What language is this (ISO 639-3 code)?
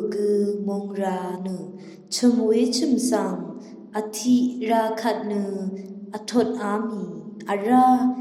raw